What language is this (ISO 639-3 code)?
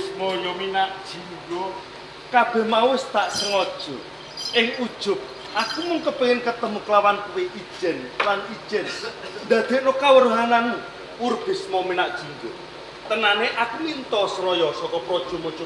jav